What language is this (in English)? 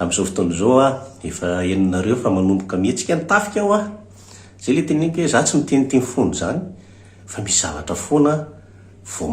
Malagasy